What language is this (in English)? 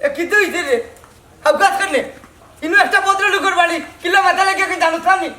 Sylheti